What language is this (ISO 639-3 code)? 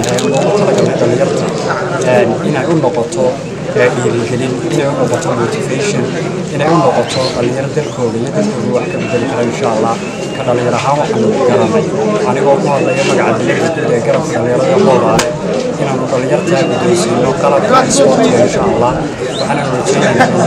som